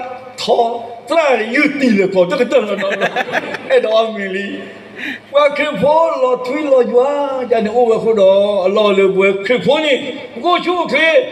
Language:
S'gaw Karen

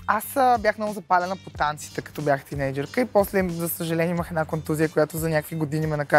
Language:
Bulgarian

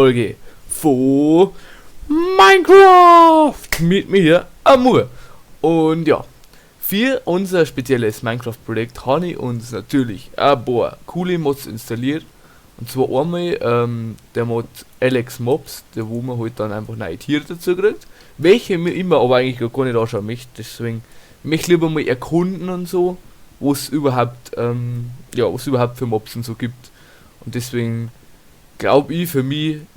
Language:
Bavarian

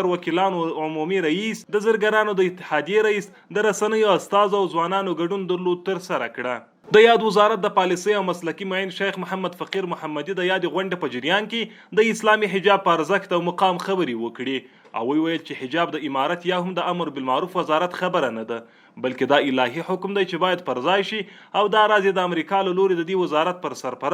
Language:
Pashto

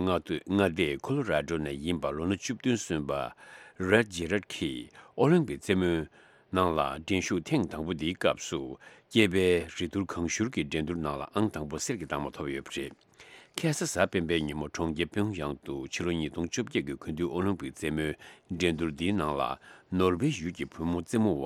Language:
Tibetan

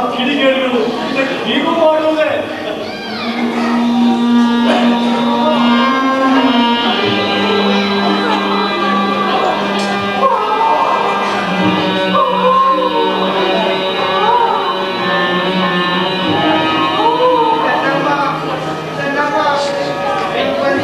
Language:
Kannada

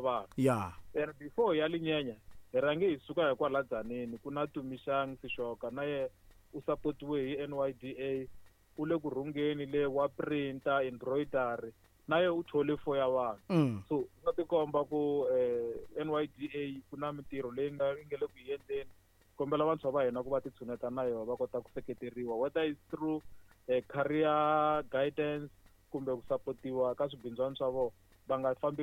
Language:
Tsonga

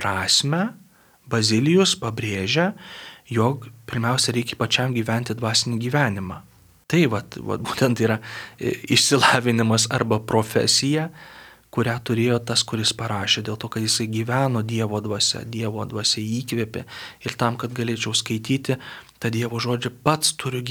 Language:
Lithuanian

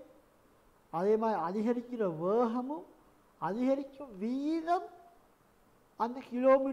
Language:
Tamil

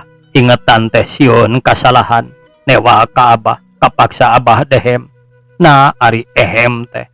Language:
Sundanese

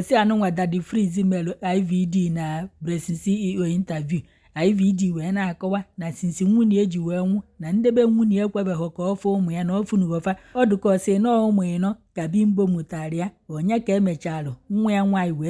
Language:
Igbo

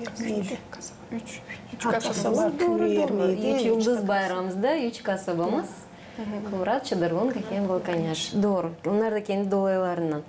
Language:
Gagauz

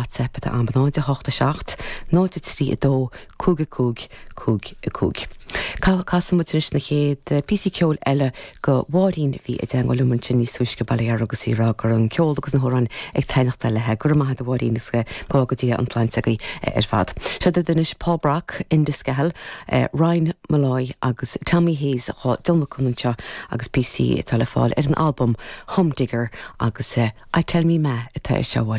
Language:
Irish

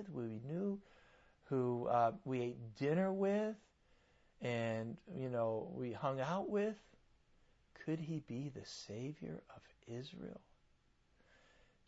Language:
English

